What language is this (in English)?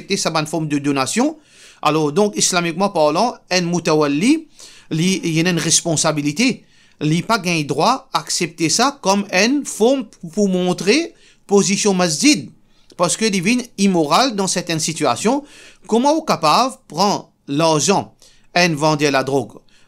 Morisyen